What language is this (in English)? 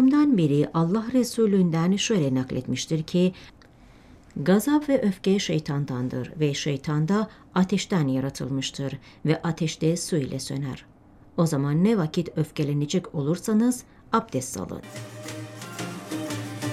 Turkish